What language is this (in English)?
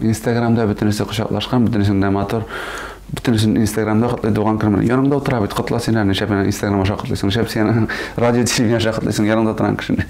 Tatar